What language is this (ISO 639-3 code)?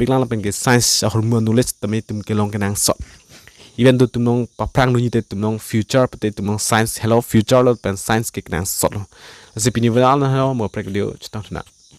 mjw